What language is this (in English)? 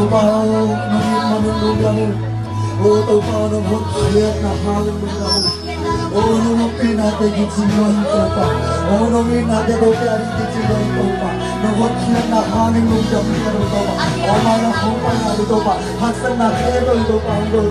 Tedim Chin